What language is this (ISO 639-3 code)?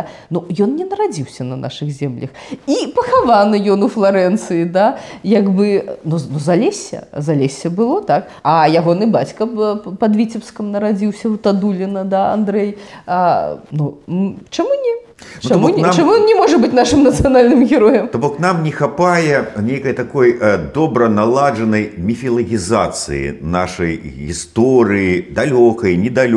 bel